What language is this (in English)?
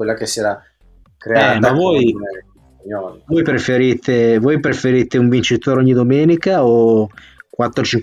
Italian